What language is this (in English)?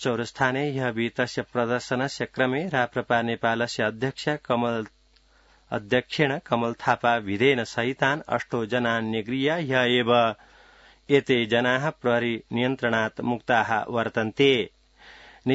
Sanskrit